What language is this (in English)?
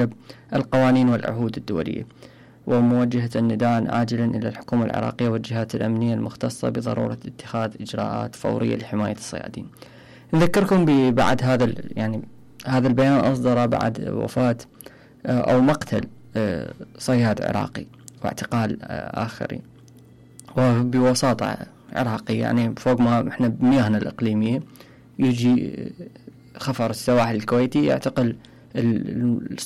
Mesopotamian Arabic